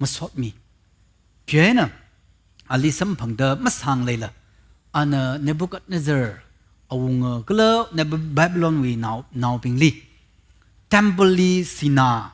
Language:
Tangkhul Naga (India)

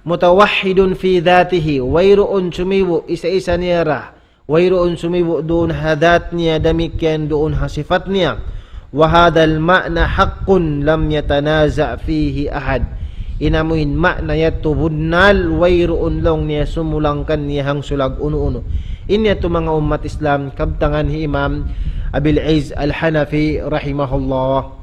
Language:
Tausug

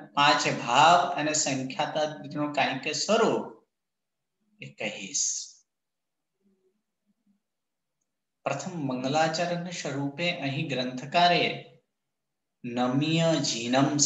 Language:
Gujarati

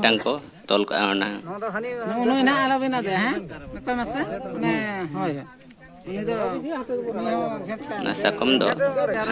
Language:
Santali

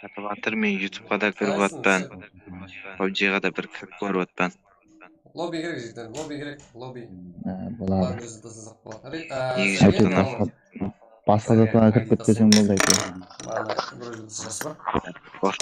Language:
Kara-Kalpak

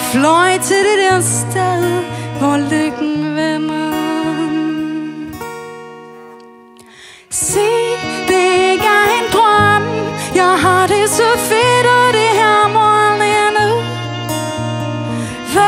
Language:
Danish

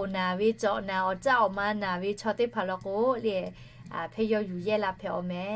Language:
Lahu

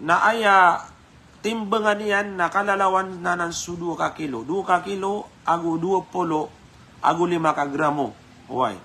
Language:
Maranao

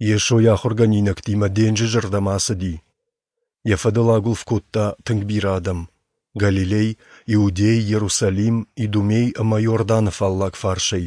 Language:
Ossetic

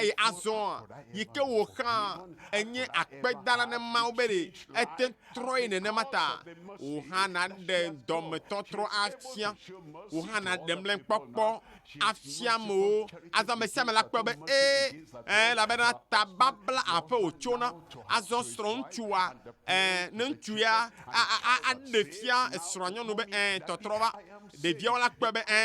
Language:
Ewe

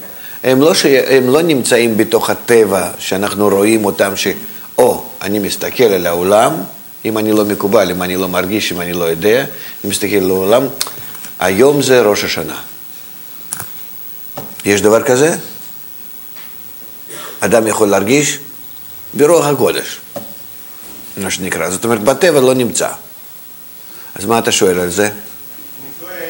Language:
Hebrew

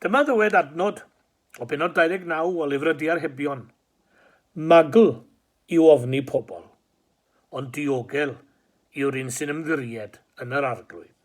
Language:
Welsh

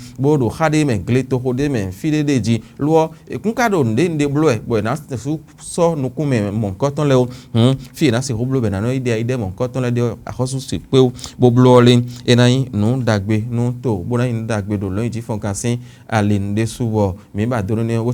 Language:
Fon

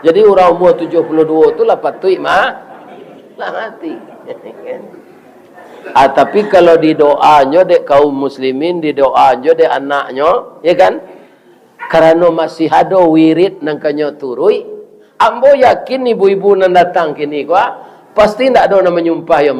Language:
Minangkabau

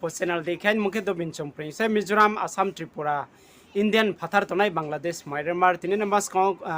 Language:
Riang (India)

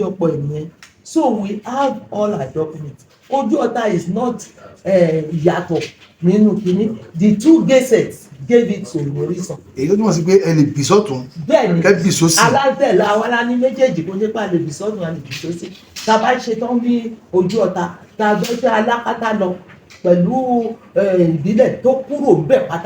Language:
Yoruba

